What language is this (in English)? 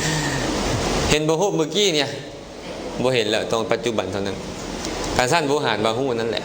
Lao